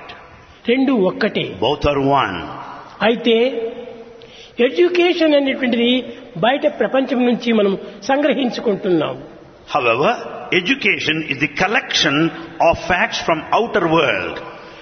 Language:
Telugu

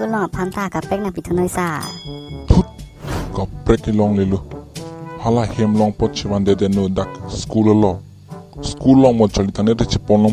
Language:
Karbi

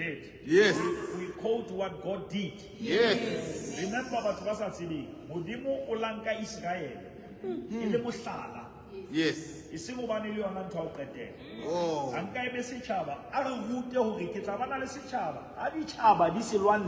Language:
Southern Sotho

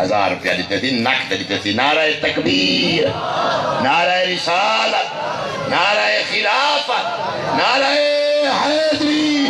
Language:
Saraiki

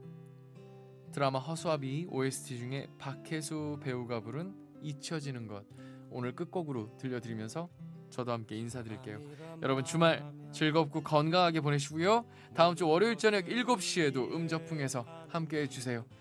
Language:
Korean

